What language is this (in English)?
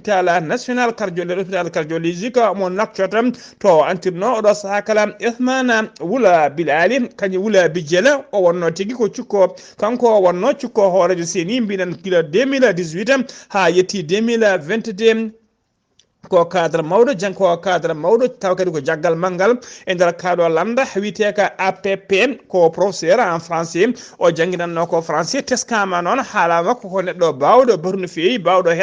Fula